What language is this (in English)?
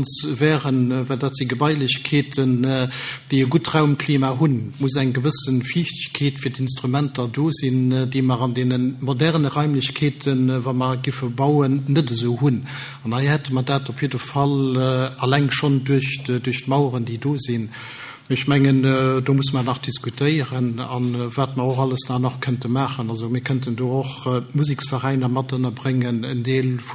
Luxembourgish